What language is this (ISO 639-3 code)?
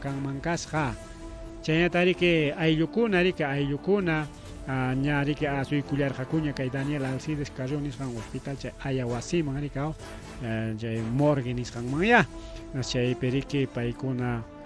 quy